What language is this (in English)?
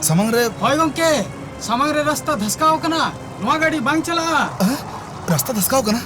Santali